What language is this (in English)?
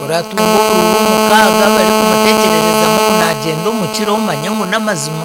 Nyankole